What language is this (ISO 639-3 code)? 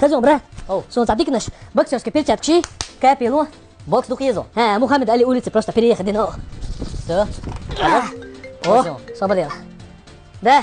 che